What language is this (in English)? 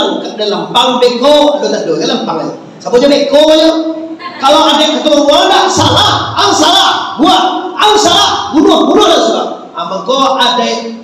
Minangkabau